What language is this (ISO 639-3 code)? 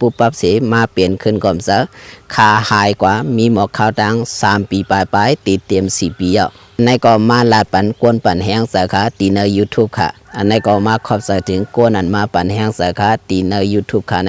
shn